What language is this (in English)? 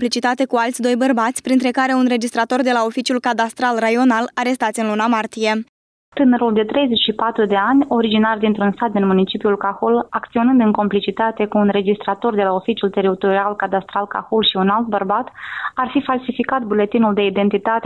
Romanian